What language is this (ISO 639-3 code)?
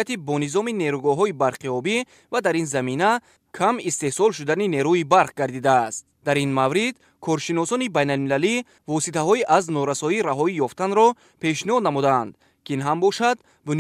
tgk